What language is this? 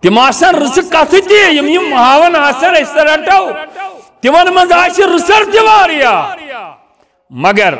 Kashmiri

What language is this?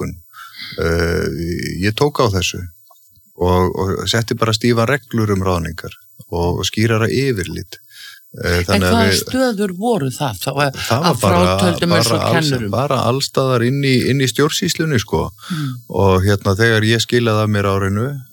Icelandic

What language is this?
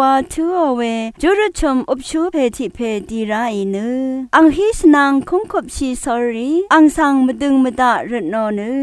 Rawang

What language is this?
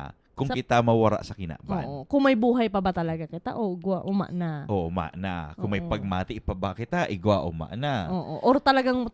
Bikol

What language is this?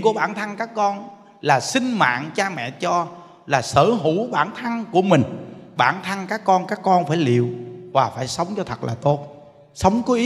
Vietnamese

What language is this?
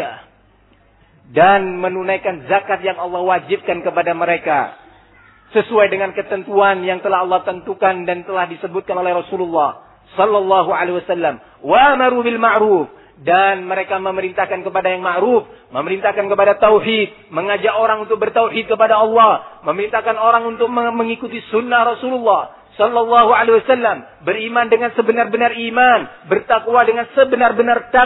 Indonesian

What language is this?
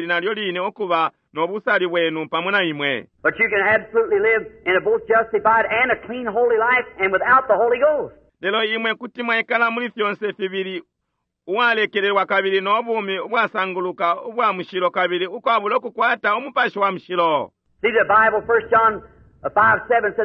Bemba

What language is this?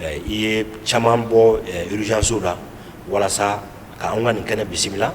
Bambara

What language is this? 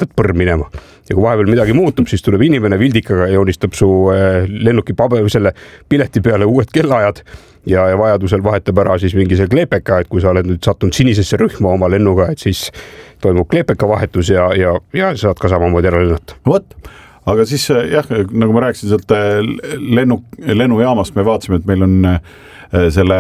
Estonian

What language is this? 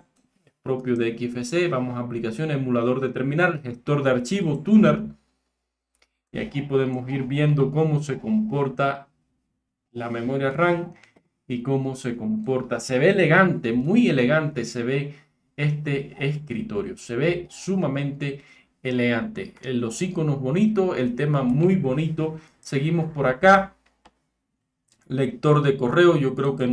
Spanish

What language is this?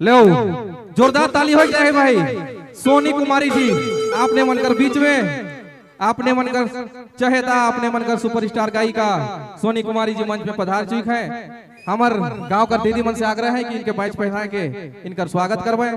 Sadri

